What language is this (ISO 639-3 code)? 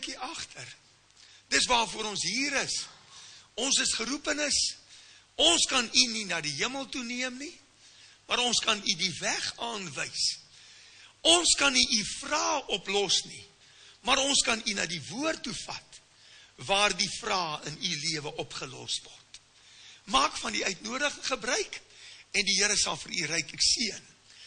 afr